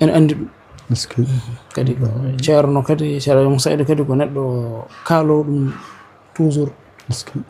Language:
Fula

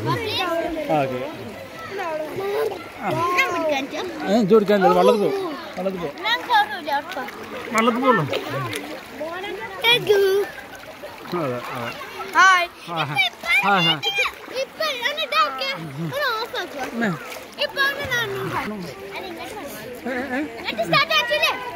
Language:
Malayalam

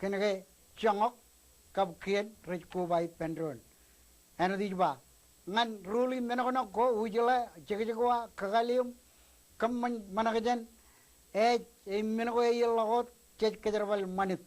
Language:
Marshallese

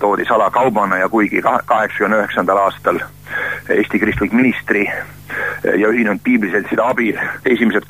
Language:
Estonian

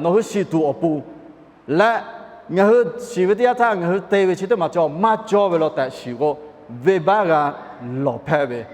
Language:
Lahu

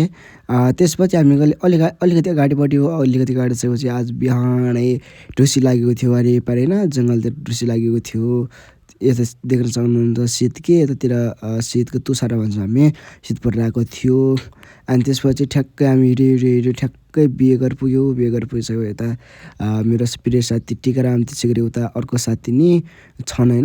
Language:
Nepali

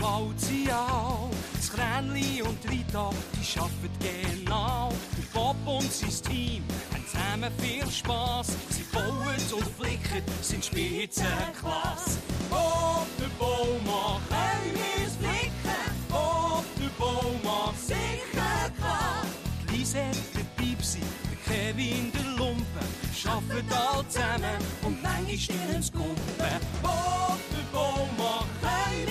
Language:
Swiss German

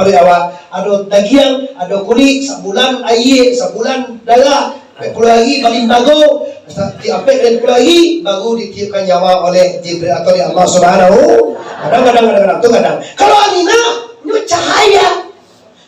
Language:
Minangkabau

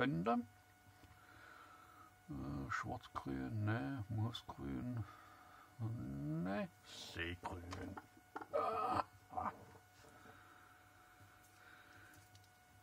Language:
German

